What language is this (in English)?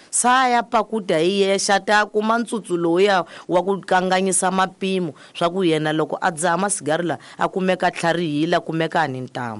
Tsonga